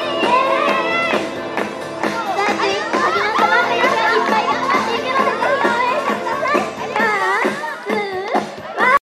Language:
Japanese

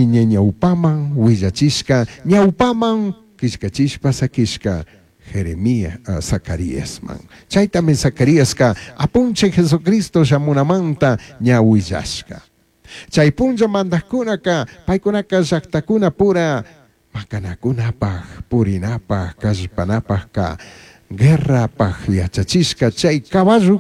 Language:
Chimborazo Highland Quichua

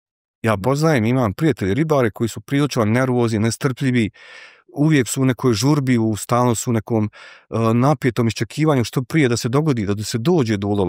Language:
Bosnian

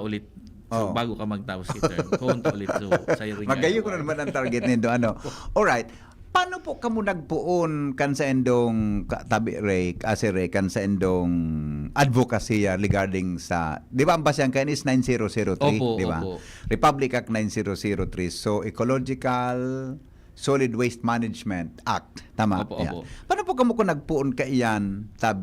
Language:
Bikol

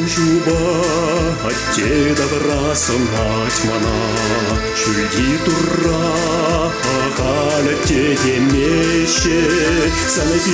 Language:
Chuvash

